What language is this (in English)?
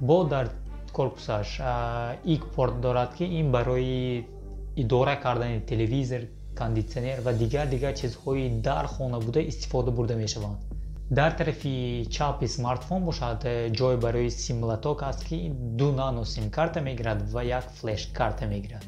Tajik